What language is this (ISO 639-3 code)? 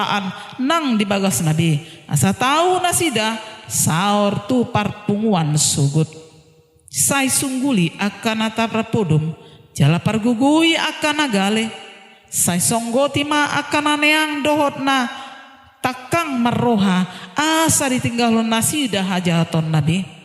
bbc